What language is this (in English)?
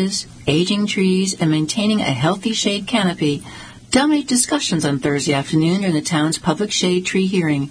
English